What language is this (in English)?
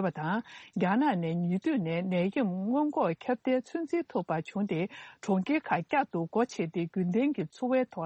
Tibetan